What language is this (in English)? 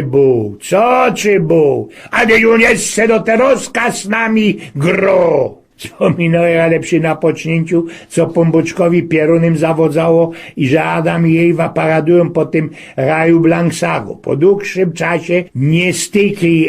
Silesian